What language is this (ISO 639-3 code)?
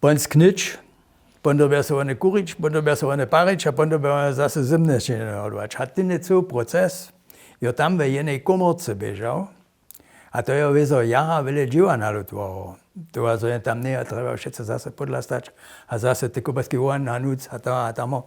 hsb